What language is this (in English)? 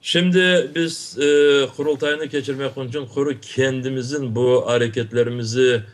Crimean Tatar